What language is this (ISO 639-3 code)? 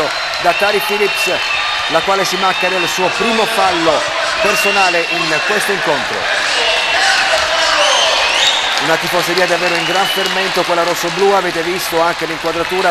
ita